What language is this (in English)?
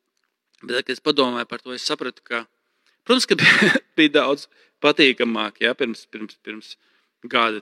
Latvian